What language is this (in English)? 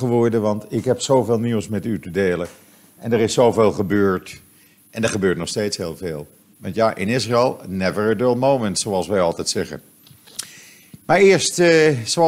Dutch